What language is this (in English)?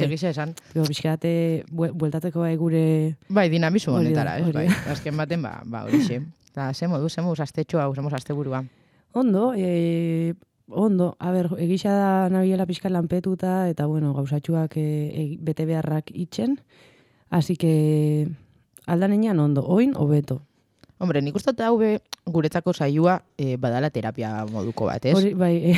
Basque